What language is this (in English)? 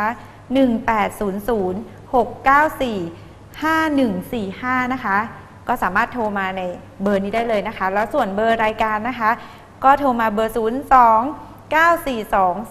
Thai